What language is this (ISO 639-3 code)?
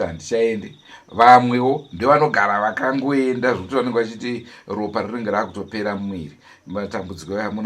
sna